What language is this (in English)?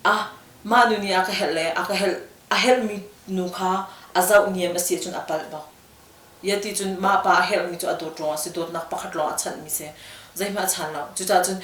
Hakha Chin